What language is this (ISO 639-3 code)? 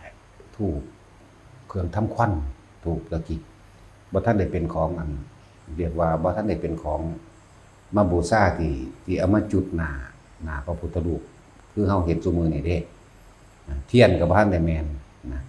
lao